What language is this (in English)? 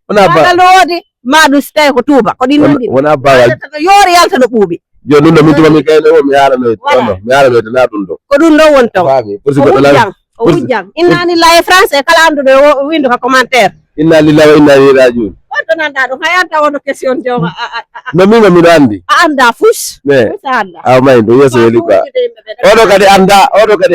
Fula